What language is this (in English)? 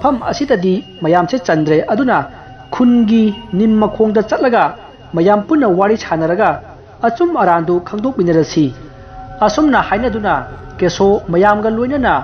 Manipuri